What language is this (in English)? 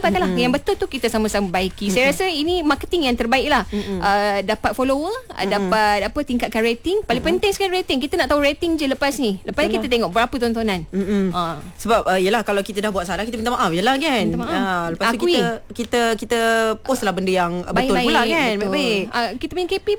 Malay